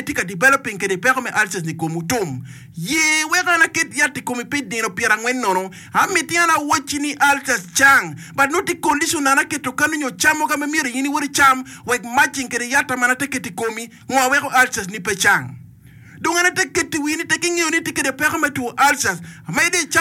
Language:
Acoli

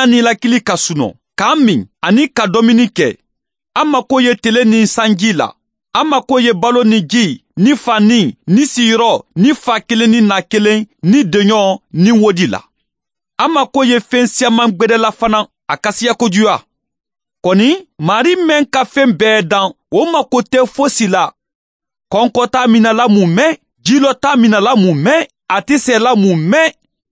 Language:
Mandingo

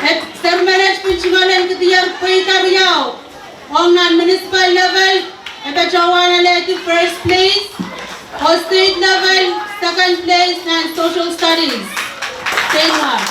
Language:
Pohnpeian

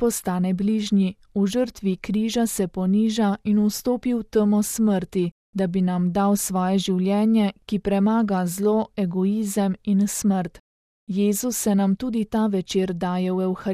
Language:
Slovenian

